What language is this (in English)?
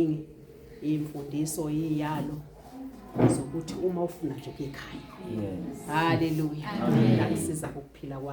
Zulu